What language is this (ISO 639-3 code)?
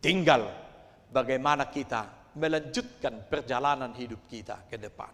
bbc